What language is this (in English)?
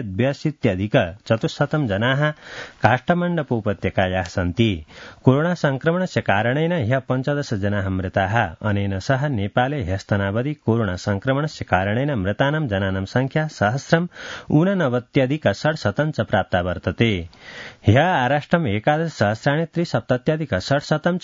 Sanskrit